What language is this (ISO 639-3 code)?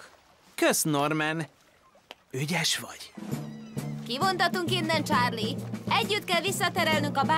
hun